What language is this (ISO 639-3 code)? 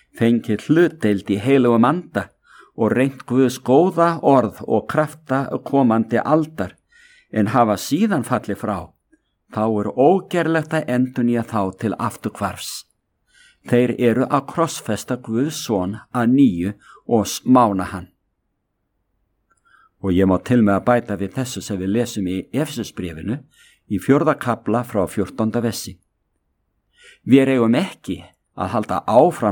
isl